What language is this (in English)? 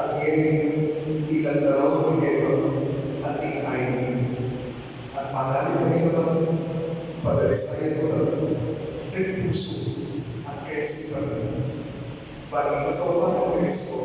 Pampanga